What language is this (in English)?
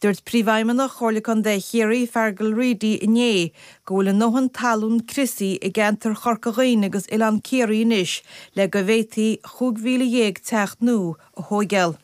Irish